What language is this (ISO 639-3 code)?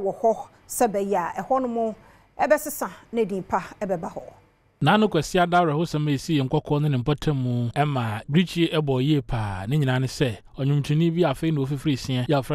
aka